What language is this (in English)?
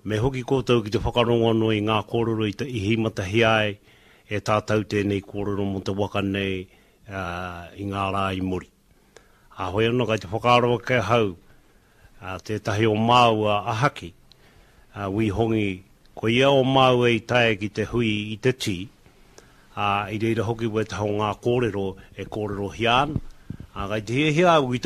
Māori